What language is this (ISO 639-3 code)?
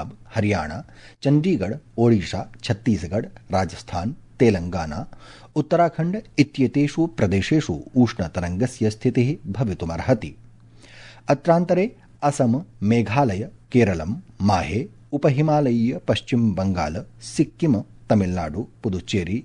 san